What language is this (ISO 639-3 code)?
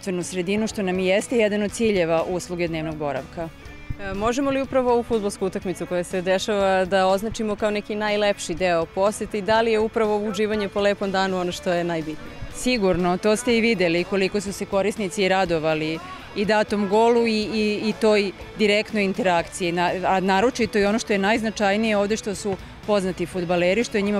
srp